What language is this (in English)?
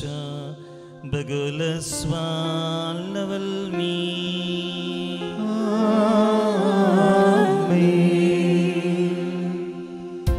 Malayalam